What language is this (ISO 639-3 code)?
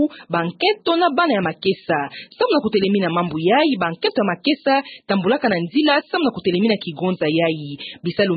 ktu